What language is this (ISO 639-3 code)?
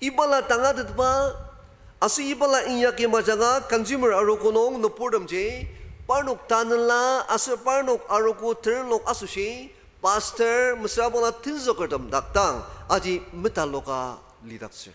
njo